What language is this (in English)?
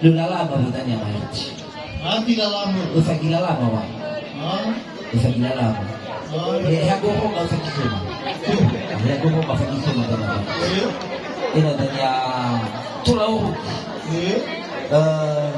Nias